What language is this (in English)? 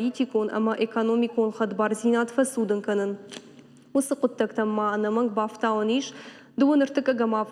Ossetic